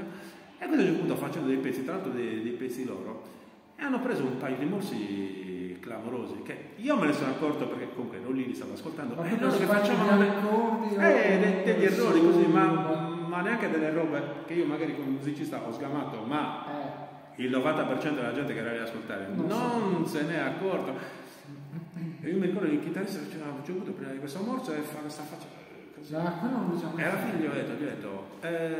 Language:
Italian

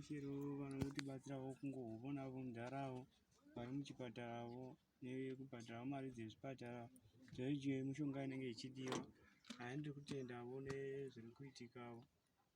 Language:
Shona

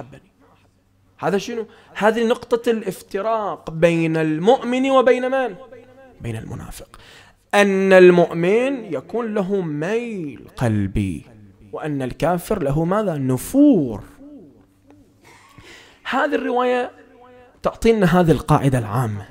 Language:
Arabic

